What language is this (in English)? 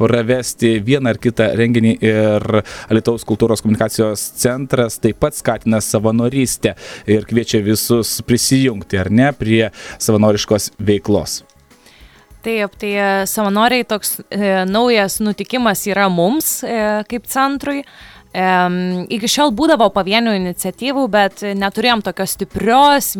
Lithuanian